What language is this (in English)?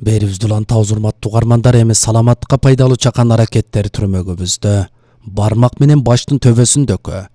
Kyrgyz